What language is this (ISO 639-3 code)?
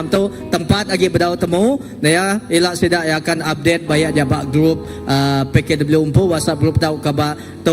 iba